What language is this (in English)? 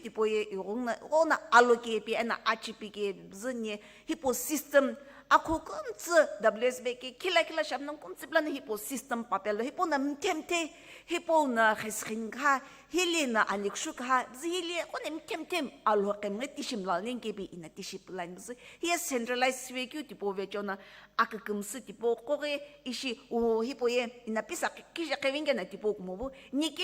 Sumi Naga